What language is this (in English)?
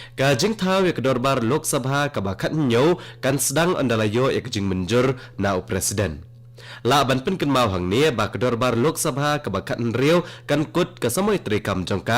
Khasi